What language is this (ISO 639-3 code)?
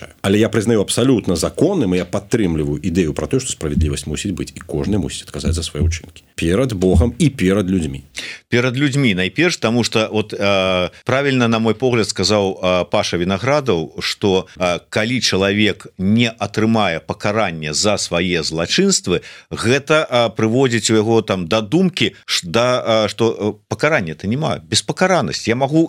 bel